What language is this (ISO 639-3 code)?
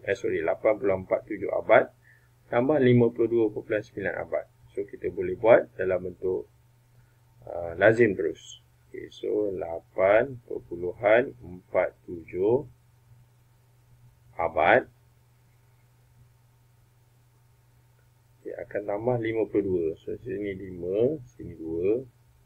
msa